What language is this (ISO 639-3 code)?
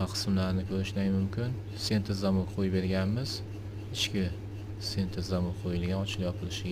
uzb